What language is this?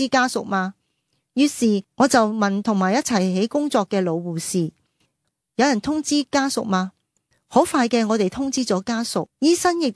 Cantonese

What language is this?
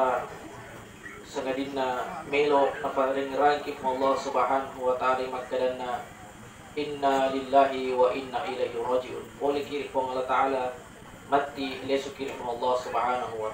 Buginese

